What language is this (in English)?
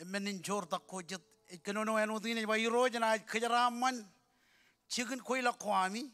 Marshallese